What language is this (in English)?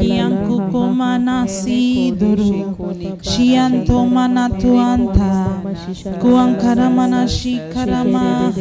Tem